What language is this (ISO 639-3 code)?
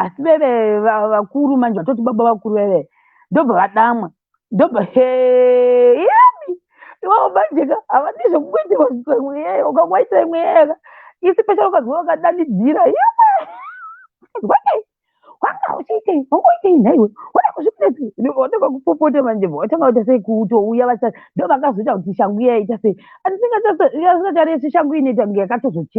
sna